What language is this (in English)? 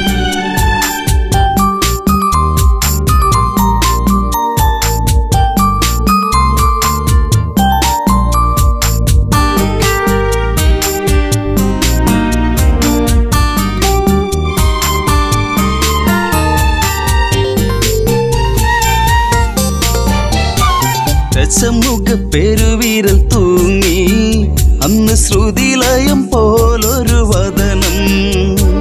Malayalam